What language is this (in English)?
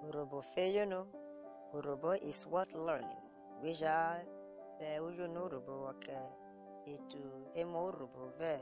Urhobo